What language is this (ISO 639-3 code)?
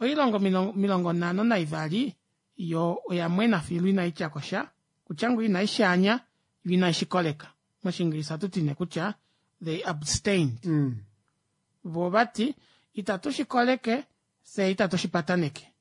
kua